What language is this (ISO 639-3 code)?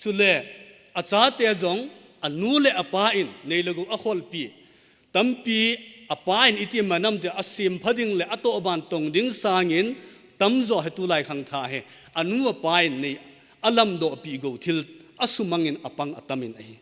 tcz